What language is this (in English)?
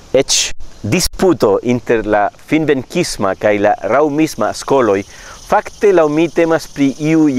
Esperanto